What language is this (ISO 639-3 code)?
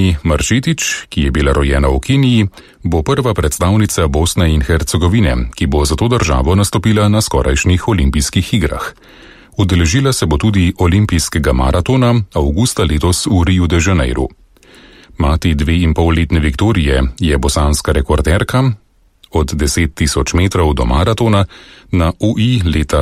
slv